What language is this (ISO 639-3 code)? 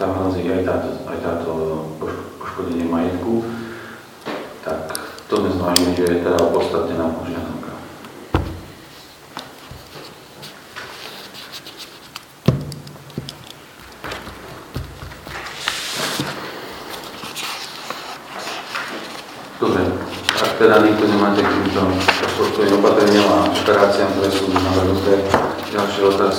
slk